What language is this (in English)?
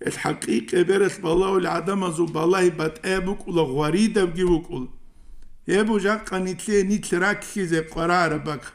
Avaric